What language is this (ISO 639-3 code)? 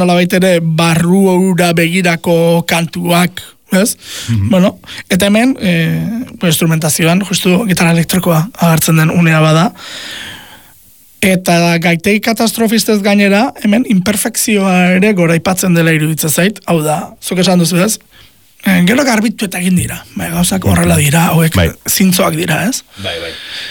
eus